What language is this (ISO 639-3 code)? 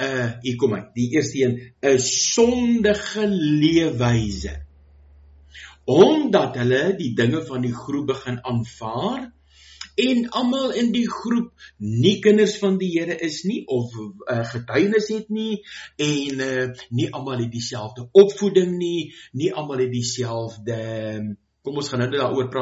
afr